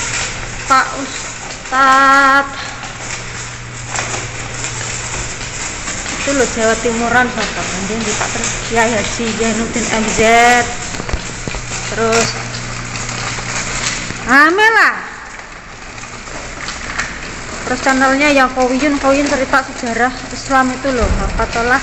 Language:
Indonesian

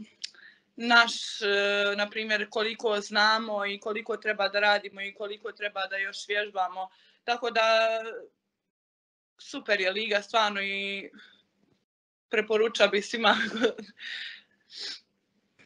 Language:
Bosnian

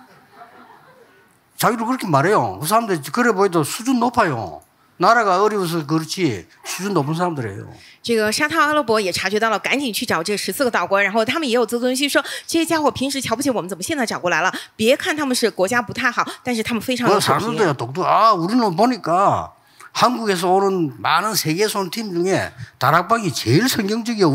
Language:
Korean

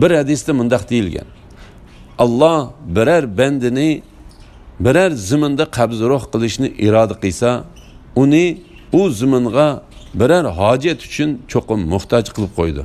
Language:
Uyghur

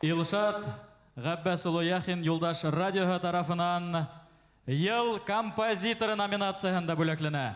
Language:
Bashkir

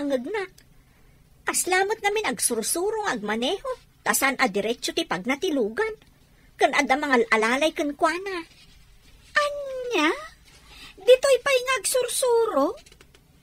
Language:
Iloko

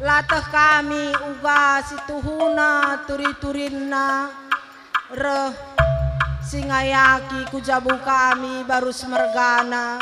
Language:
Batak Karo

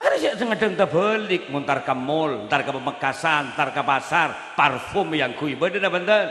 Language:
Madurese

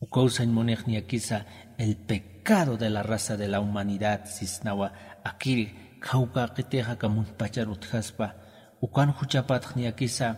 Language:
Aymara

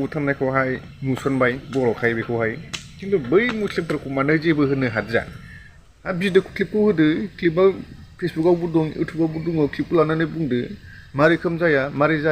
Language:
Bodo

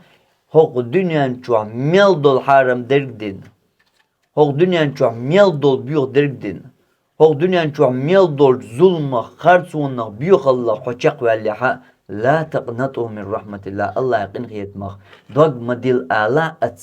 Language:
Chechen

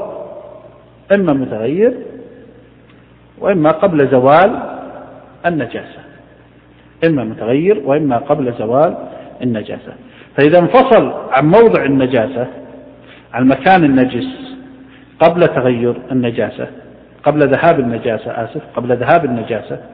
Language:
Arabic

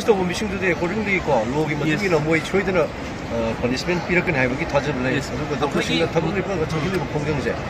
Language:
Manipuri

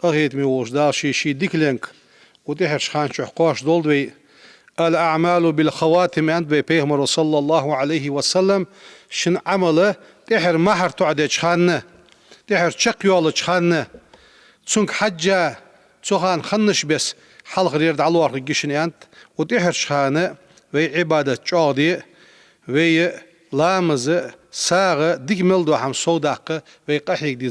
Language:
Ingush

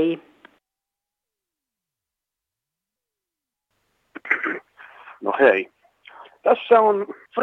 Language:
Finnish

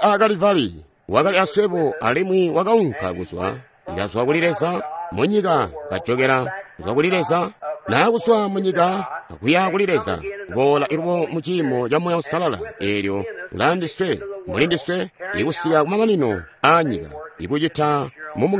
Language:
Tonga (Zambia)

